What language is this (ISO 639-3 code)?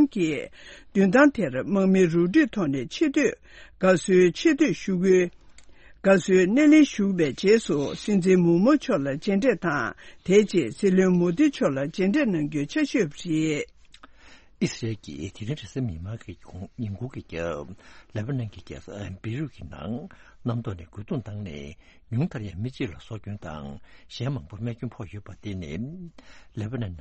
bod